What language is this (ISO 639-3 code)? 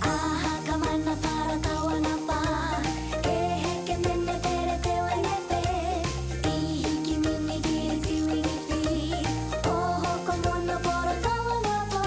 mri